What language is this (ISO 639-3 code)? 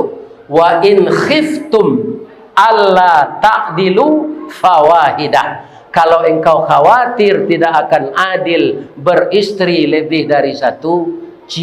min